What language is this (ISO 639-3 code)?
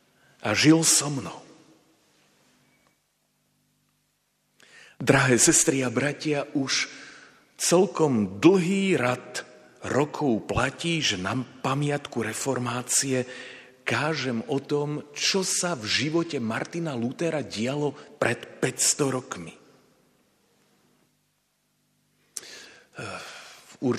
slk